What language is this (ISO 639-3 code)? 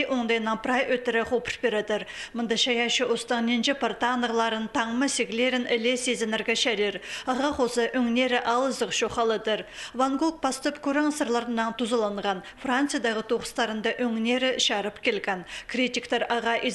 kjh